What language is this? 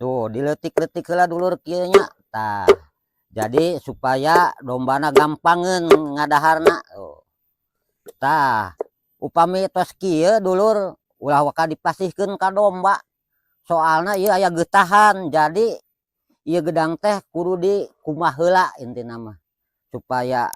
Sundanese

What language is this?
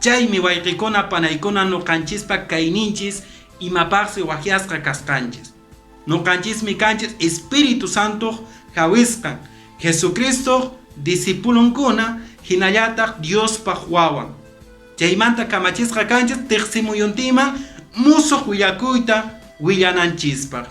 Quechua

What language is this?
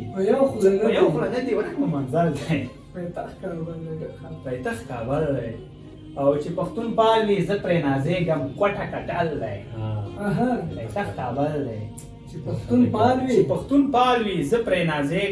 Pashto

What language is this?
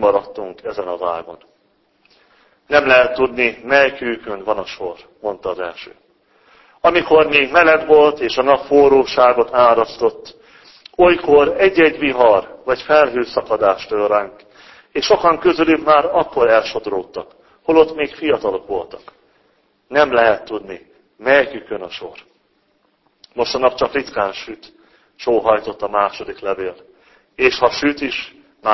Hungarian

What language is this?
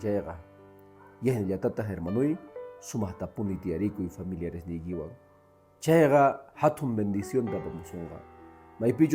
Quechua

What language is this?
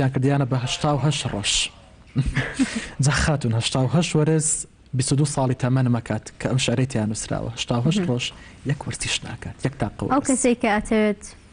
Central Kurdish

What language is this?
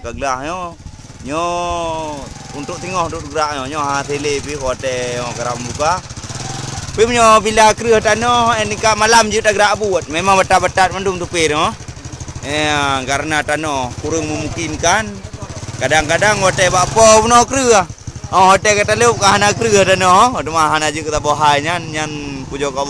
Achinese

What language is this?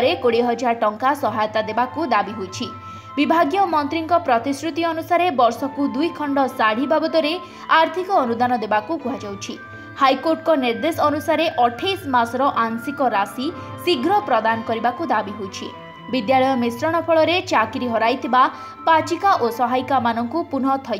Odia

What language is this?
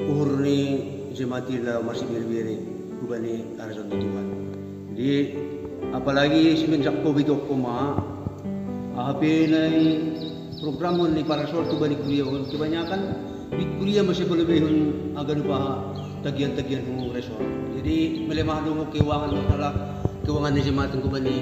Batak Simalungun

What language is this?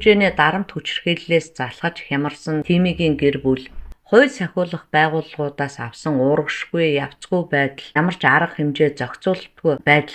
Mongolian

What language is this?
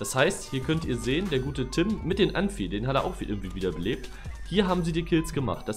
German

